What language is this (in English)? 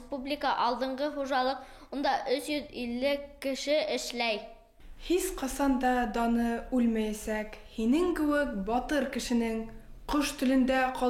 Bashkir